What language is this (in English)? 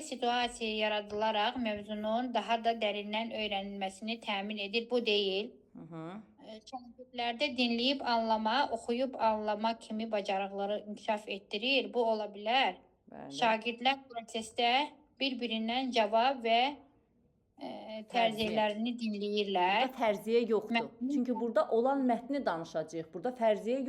Azerbaijani